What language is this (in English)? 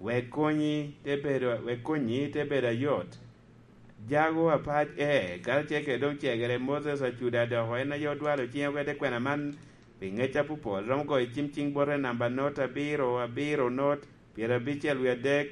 Lango (Uganda)